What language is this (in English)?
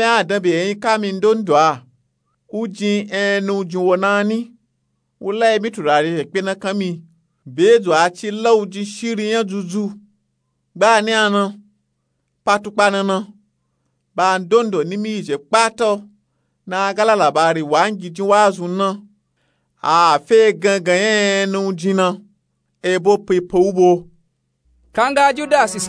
Nupe-Nupe-Tako